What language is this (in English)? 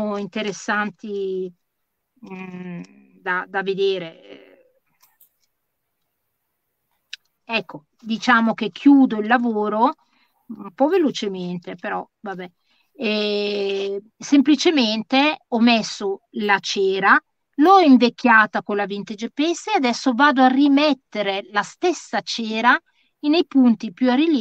Italian